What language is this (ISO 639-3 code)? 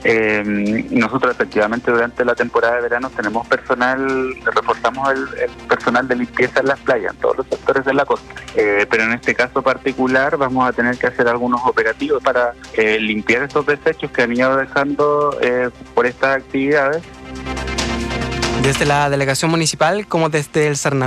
spa